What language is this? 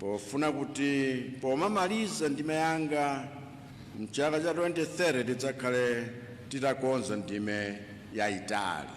Nyanja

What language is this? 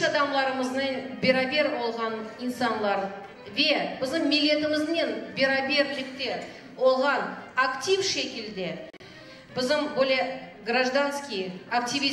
Crimean Tatar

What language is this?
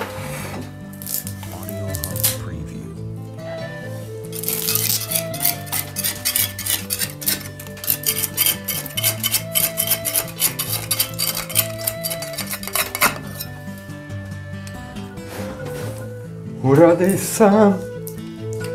Croatian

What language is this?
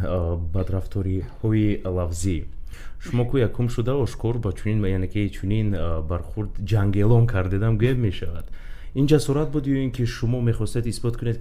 Tajik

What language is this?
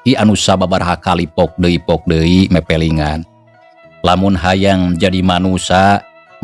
Sundanese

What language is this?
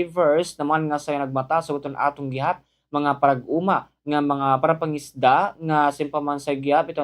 Waray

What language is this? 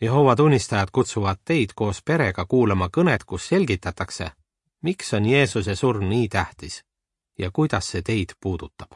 Estonian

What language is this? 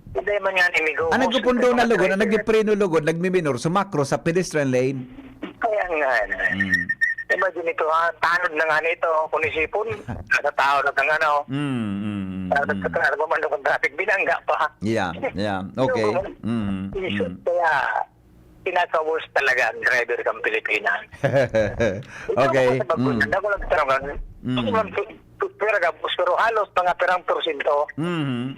Bikol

